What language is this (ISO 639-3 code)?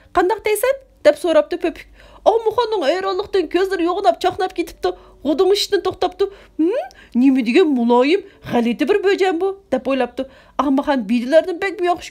uig